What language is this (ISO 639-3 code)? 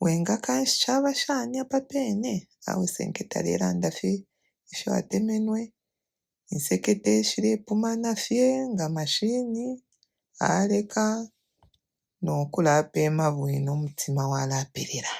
bem